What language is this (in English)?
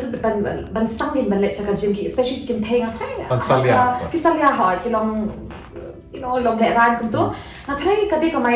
Khasi